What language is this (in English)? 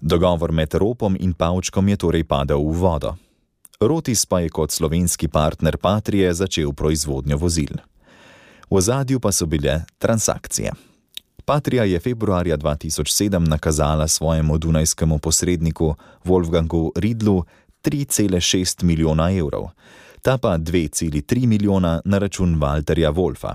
Slovenian